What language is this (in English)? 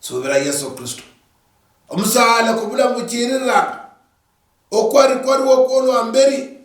Luyia